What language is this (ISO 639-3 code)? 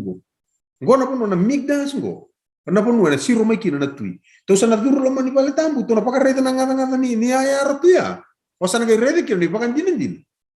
fij